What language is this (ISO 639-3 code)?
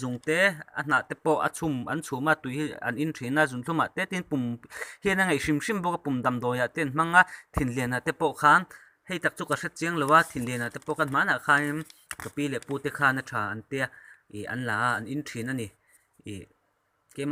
lus